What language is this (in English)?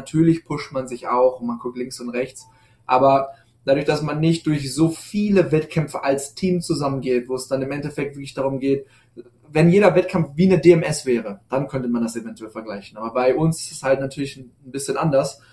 German